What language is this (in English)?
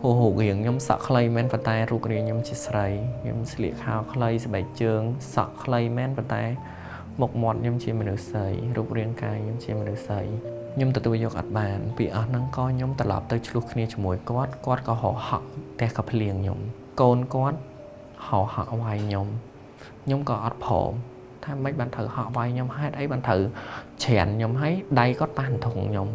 Khmer